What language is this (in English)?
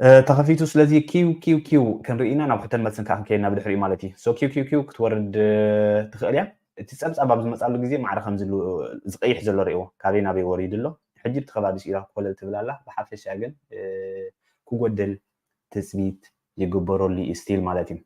Tigrinya